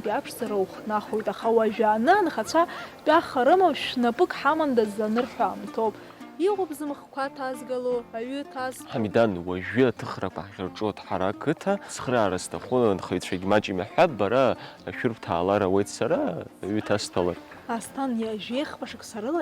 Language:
Abkhazian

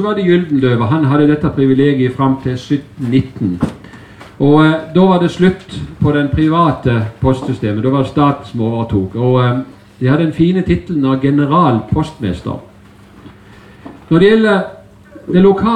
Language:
Norwegian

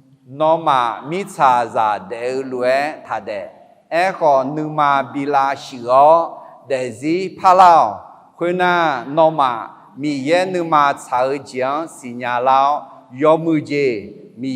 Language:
Akha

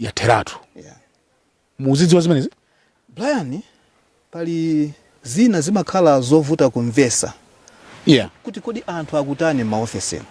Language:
Nyanja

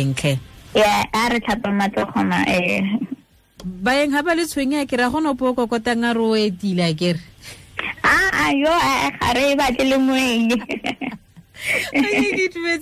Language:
Tswana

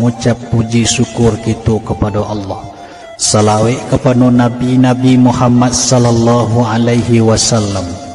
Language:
Minangkabau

